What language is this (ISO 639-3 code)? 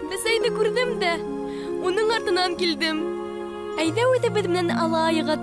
bak